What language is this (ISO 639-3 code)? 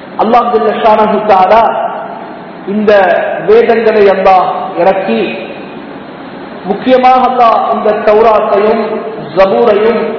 tam